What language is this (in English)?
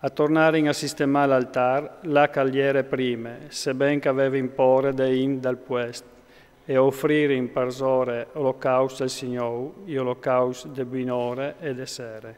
Friulian